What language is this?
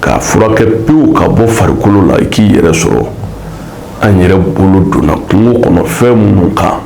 Bambara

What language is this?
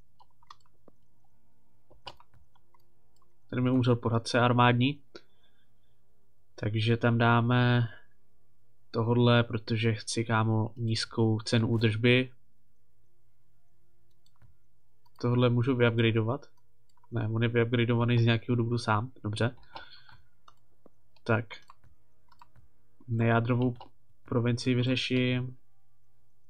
Czech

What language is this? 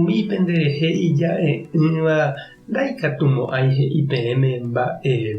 Guarani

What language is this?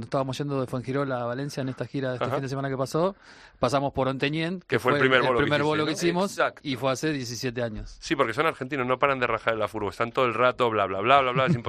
Spanish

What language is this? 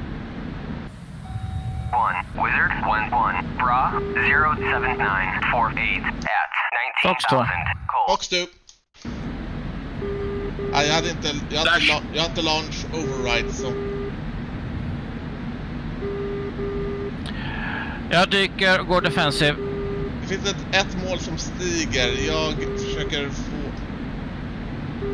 Swedish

